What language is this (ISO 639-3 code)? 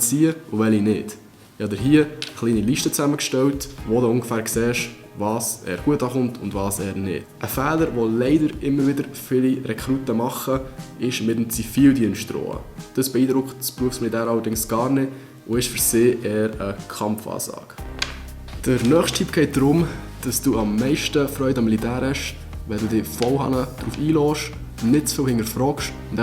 gsw